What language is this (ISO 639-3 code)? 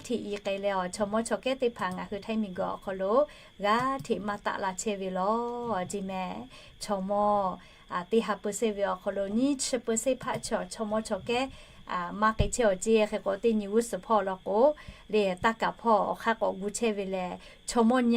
lhu